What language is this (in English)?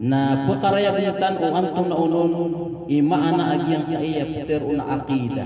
Maranao